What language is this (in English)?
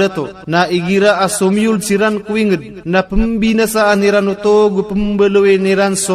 Maranao